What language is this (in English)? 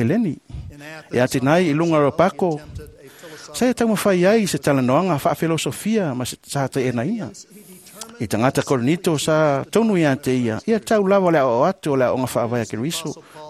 Samoan